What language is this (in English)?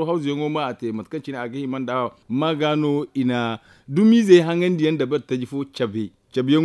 Zarma